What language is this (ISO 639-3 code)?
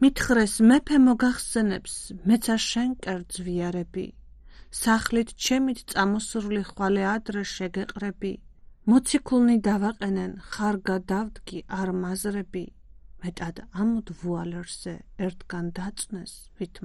kat